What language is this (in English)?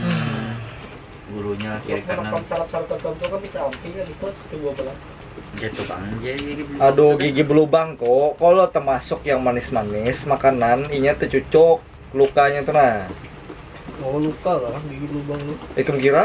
Banjar